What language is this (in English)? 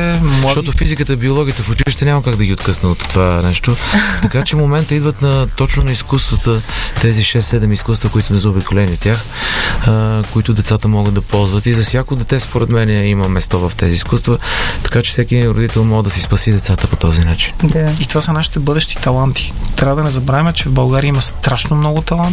Bulgarian